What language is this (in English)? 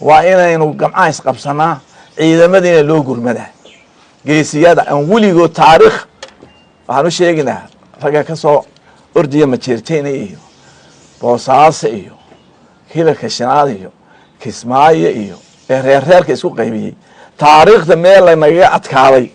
Somali